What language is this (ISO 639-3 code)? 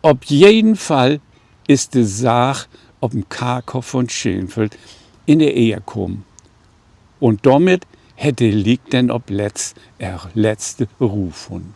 nds